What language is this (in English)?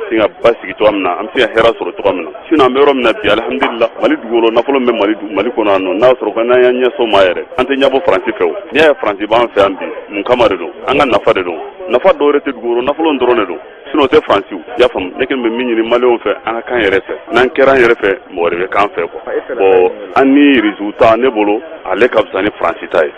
Bambara